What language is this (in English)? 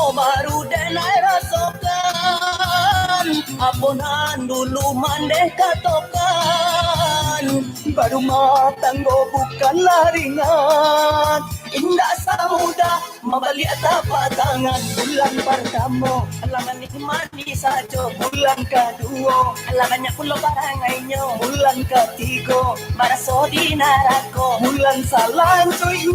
Minangkabau